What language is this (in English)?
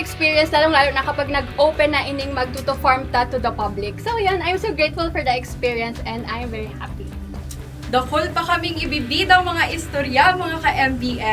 Bikol